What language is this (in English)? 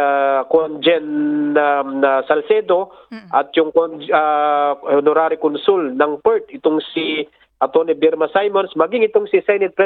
Filipino